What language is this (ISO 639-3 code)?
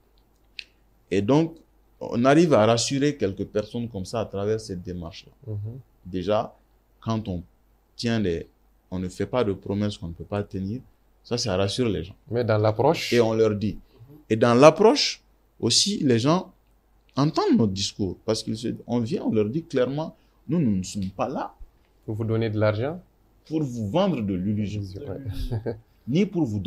fra